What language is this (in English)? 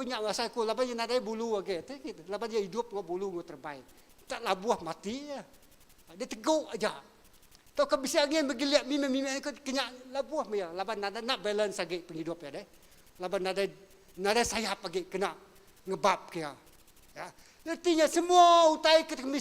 Iban